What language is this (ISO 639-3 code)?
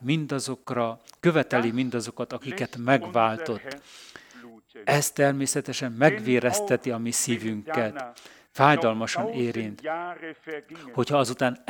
hun